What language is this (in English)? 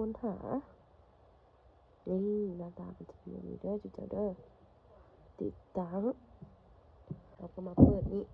Lao